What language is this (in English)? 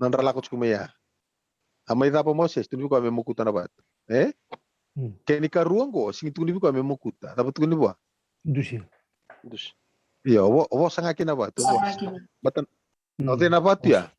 Fijian